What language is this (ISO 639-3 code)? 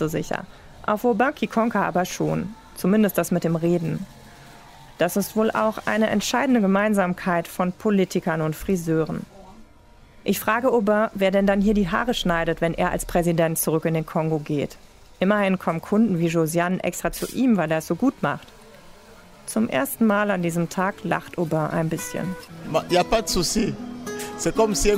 deu